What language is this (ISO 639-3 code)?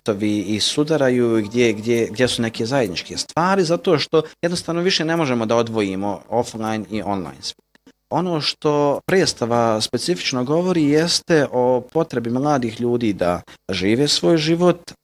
bos